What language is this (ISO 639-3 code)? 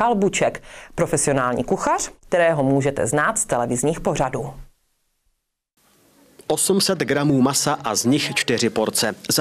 ces